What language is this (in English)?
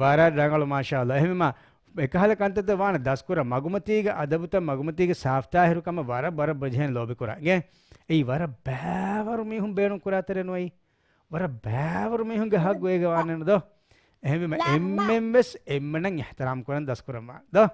Divehi